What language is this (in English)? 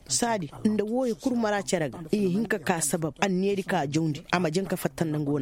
Koyraboro Senni